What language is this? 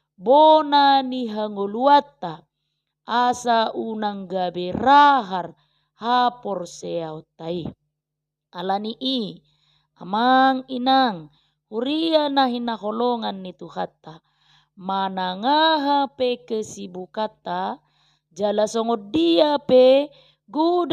Batak Toba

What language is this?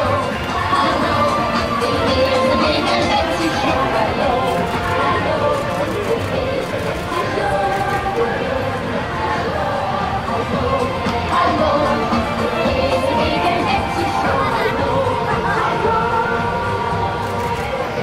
Dutch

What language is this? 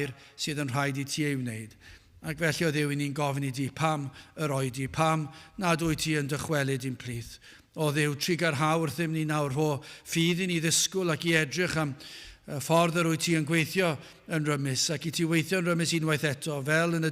Welsh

